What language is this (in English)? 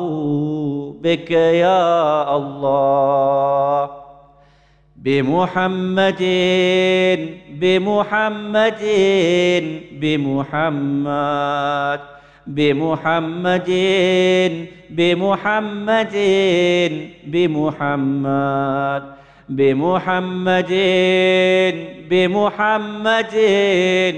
Arabic